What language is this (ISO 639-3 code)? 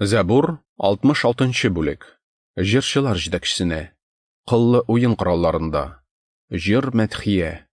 tat